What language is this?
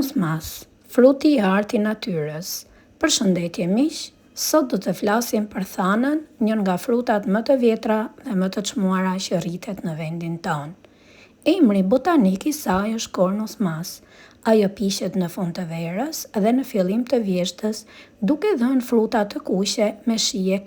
Albanian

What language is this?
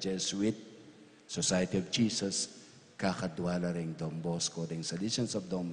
Pampanga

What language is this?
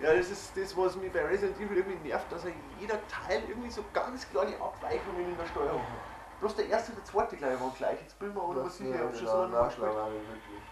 Bavarian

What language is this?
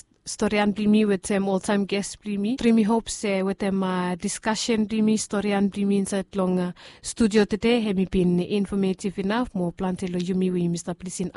Bislama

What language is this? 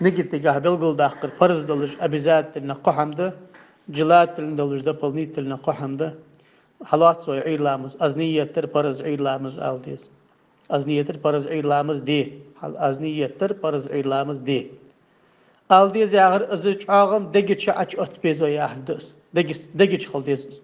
Ingush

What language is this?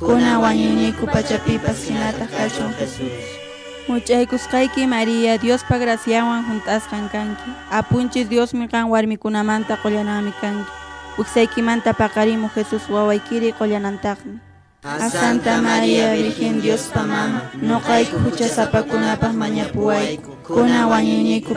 Quechua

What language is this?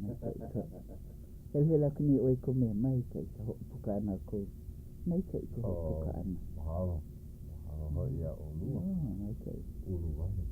Hawaiian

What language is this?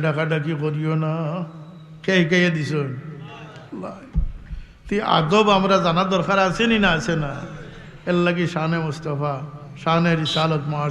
Sylheti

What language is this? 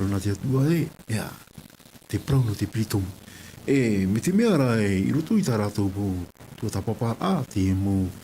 Tahitian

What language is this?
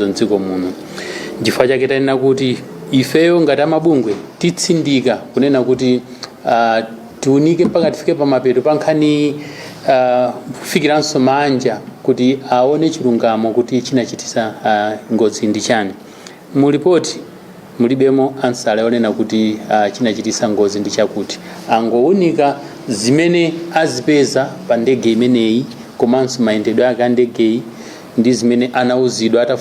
Nyanja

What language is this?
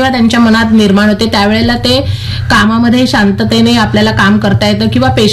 Marathi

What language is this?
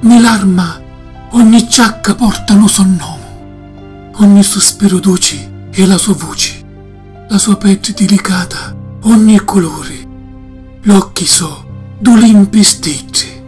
Sicilian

